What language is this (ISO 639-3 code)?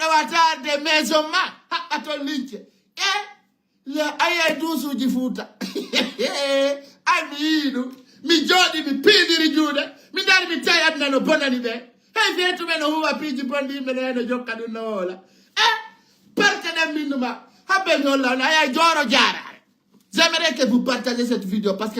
ful